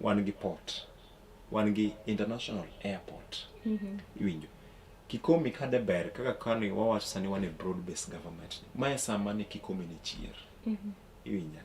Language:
Luo (Kenya and Tanzania)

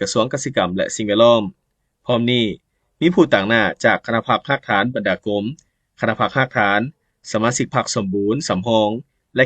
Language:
Lao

